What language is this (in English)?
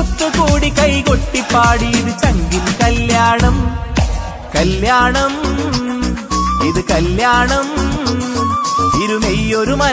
Malayalam